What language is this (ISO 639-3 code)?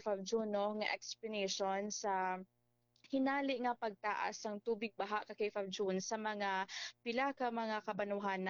hil